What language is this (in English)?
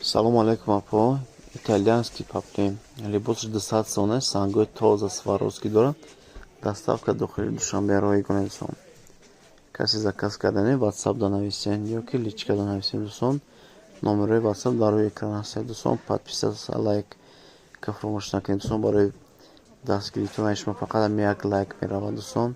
Tajik